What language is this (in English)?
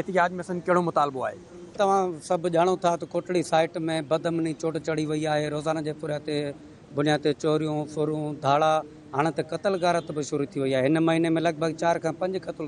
Sindhi